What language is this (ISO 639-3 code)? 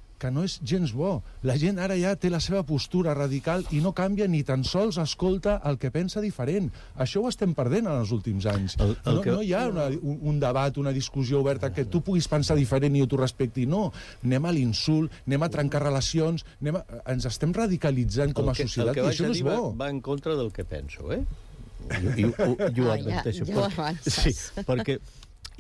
cat